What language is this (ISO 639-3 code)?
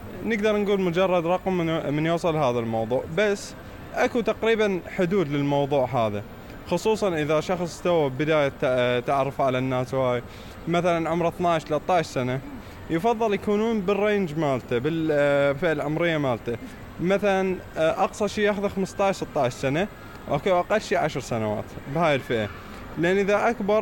acm